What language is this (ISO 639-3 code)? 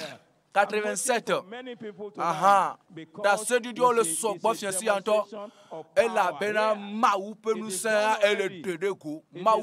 ewe